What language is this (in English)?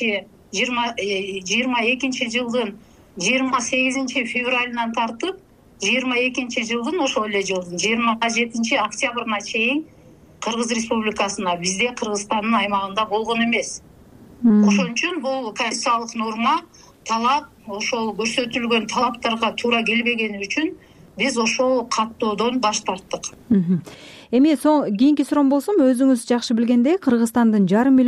Kyrgyz